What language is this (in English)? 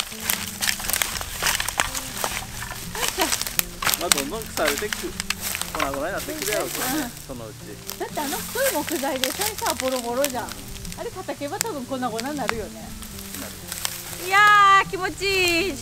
Japanese